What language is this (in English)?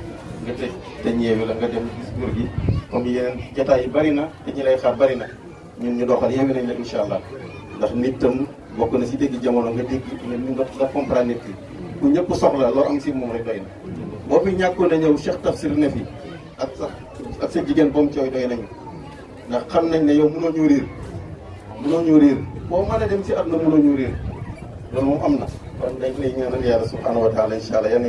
Wolof